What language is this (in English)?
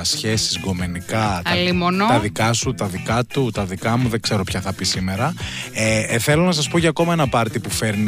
Greek